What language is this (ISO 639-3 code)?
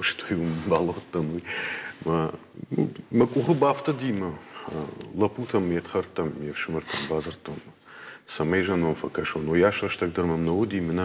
oss